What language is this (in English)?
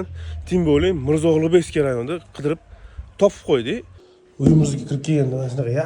Uzbek